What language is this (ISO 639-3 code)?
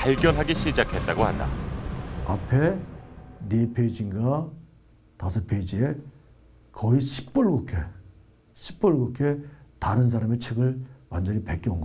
kor